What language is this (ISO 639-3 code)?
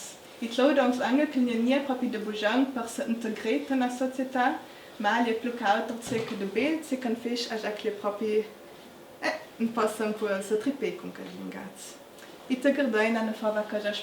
lld